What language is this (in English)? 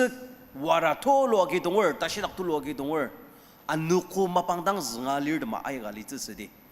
Ao Naga